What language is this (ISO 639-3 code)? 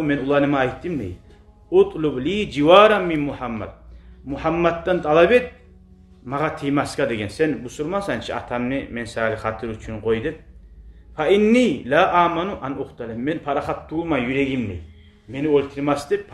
kum